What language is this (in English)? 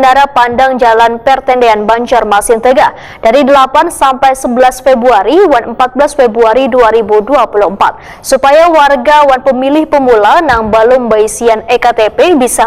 Banjar